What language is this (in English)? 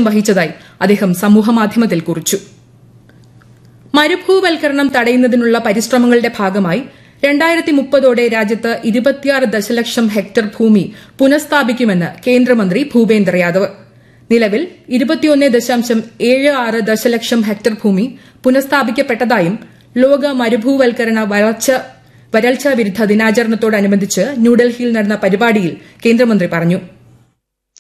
Malayalam